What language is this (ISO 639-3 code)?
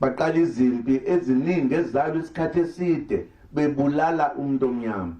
zul